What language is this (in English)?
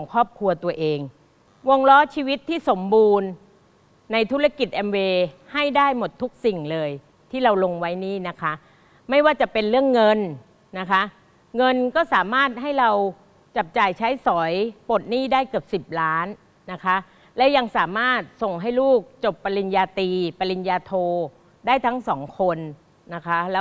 Thai